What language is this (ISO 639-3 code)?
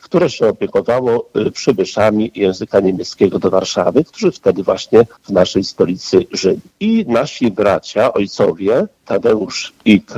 pol